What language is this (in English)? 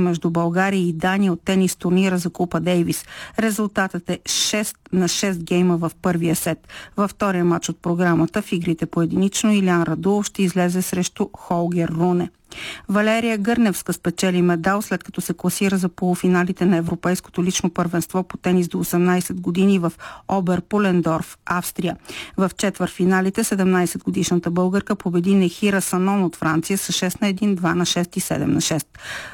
Bulgarian